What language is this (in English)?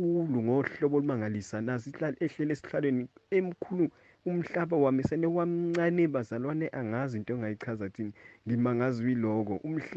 Zulu